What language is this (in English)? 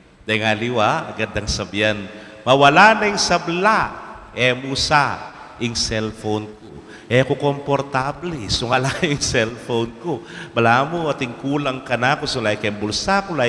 Pampanga